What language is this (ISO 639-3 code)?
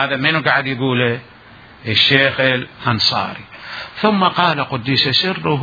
acm